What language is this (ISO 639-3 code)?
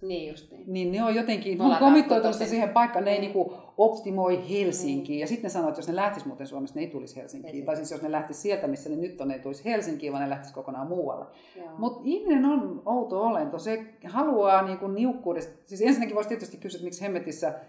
fin